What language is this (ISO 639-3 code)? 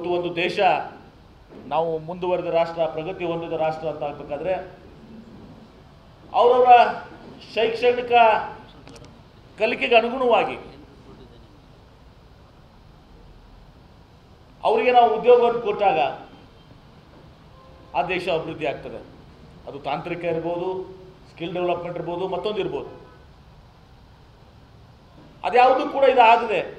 kan